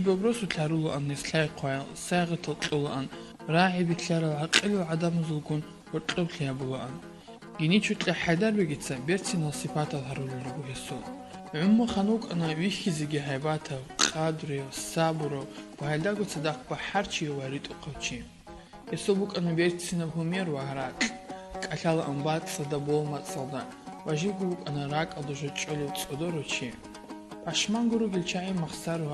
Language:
Avaric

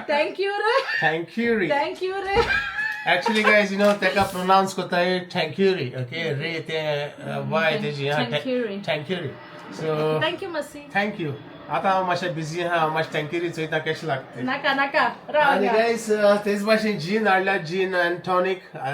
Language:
Konkani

